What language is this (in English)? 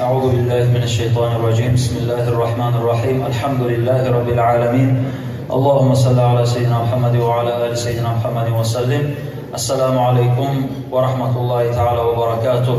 Kumyk